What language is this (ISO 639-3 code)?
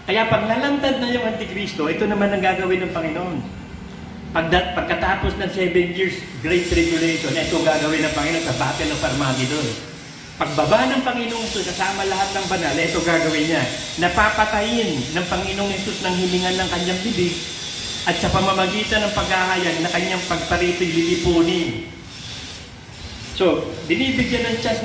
fil